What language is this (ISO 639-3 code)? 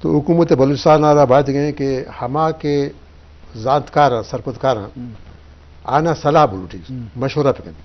bgp